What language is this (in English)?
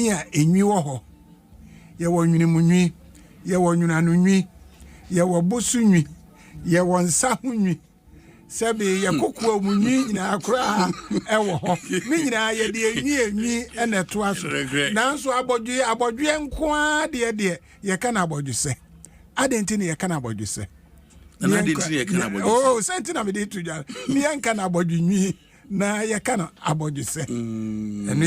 Akan